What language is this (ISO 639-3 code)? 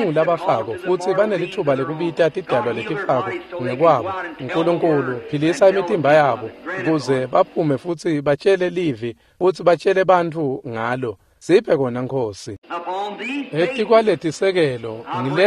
ssw